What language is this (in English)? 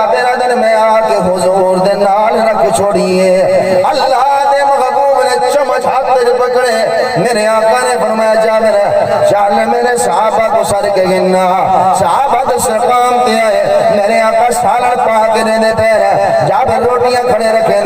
Saraiki